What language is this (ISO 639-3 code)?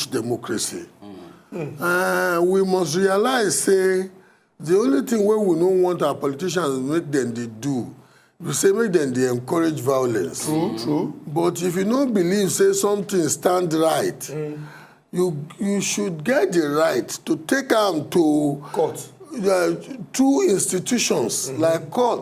pcm